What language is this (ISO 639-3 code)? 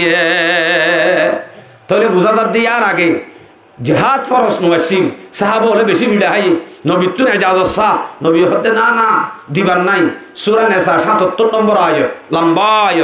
rhg